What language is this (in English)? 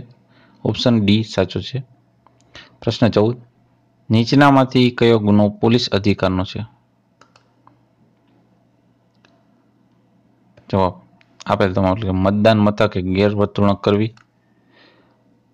Gujarati